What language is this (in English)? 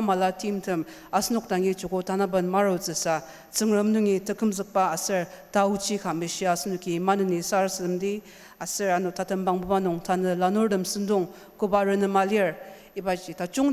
Ao Naga